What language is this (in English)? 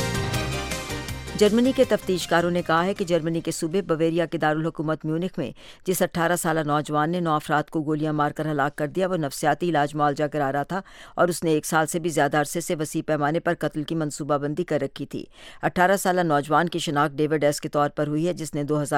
Urdu